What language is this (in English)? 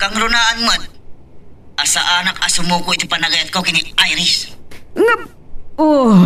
Iloko